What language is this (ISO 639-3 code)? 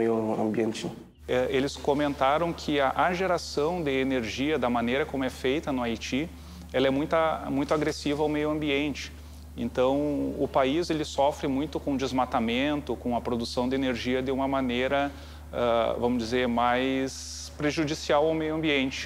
por